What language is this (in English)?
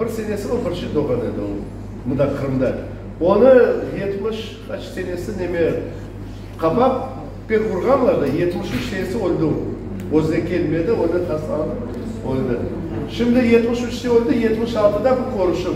Crimean Tatar